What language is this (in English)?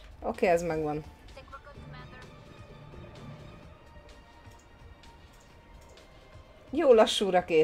Hungarian